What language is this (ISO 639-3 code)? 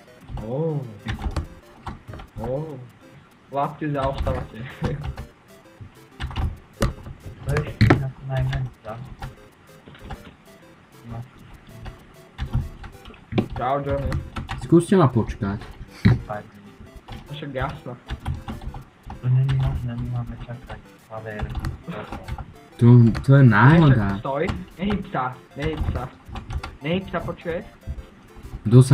slk